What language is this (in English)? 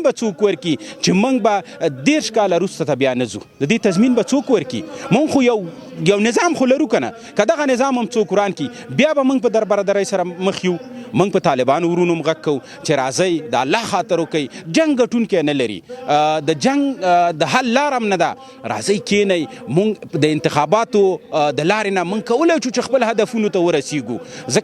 Pashto